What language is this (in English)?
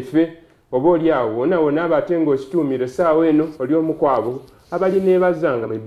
Soga